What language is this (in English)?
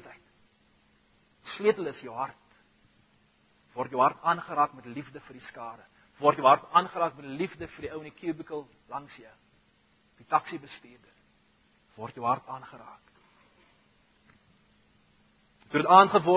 Afrikaans